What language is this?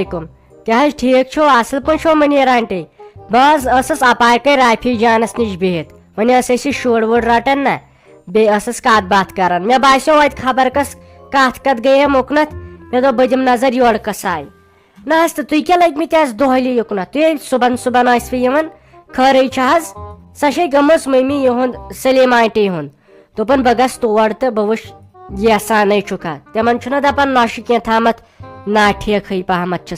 Kashmiri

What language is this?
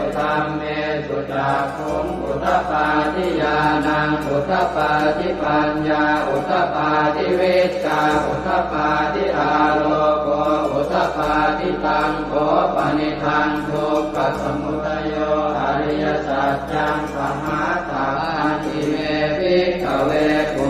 Pali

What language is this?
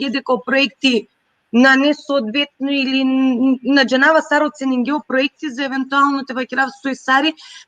Balkan Romani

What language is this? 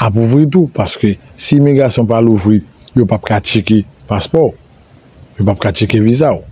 Haitian Creole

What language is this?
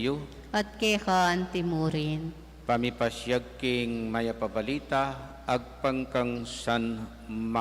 Pampanga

